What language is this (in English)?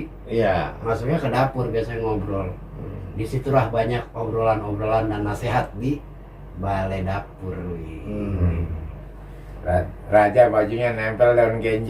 Betawi